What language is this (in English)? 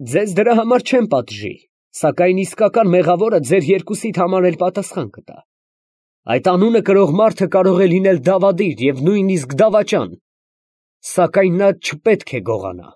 Armenian